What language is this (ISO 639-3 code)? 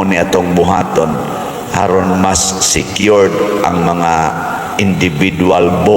ceb